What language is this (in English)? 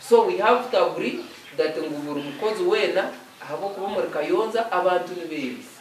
Nyankole